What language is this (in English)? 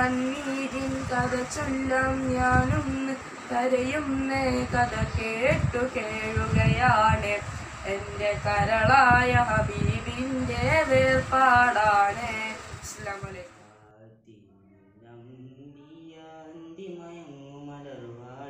Malayalam